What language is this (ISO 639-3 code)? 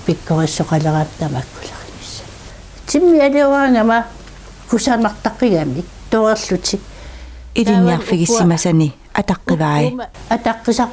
kal